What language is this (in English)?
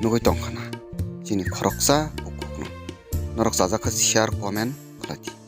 Kok Borok